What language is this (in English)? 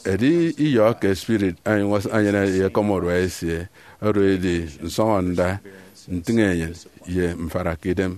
Efik